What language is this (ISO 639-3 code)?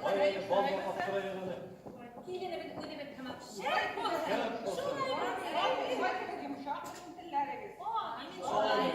bak